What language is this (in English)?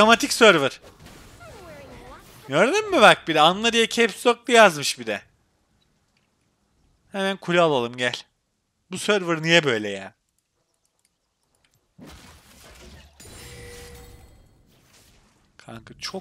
Turkish